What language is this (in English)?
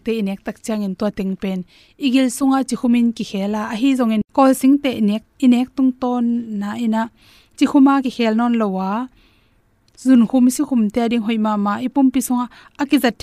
Tedim Chin